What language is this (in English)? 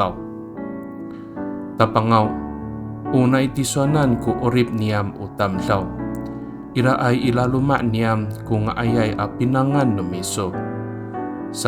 Amis